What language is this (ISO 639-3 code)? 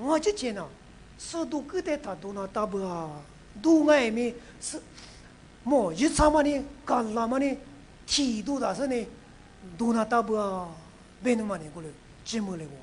lis